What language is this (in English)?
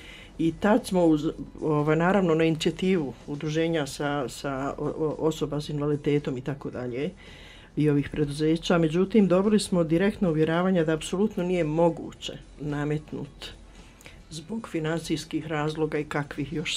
Bosnian